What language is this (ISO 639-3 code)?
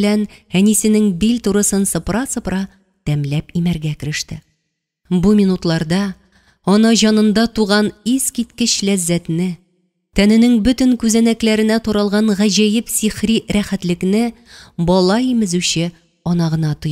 tat